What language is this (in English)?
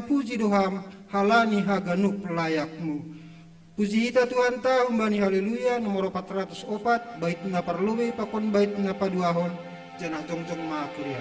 Batak Simalungun